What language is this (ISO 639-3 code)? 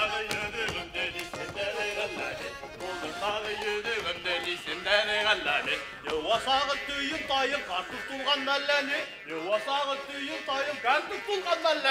bak